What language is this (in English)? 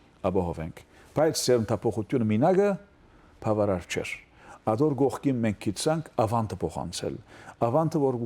Western Armenian